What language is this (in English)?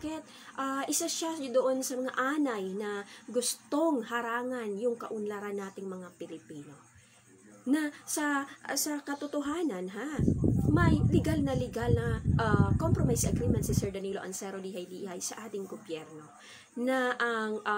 Filipino